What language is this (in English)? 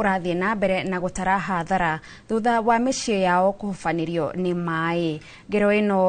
Kikuyu